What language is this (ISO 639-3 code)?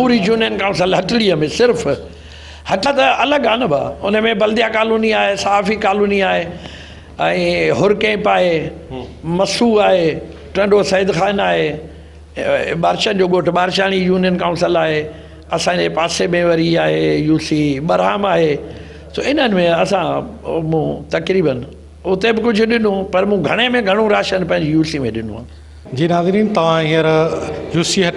snd